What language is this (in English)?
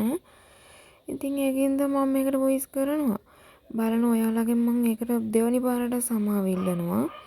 Sinhala